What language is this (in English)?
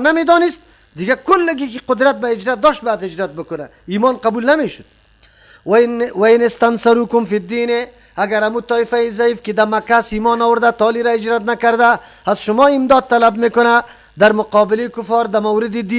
Persian